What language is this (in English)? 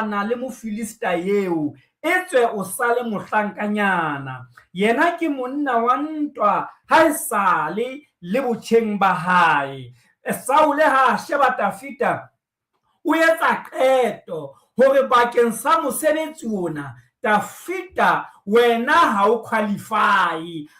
Southern Sotho